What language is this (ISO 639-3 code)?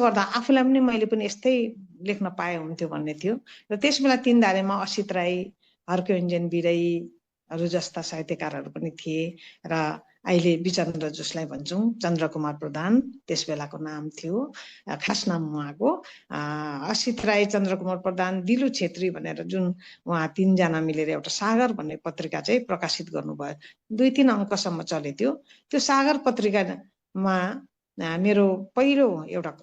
nep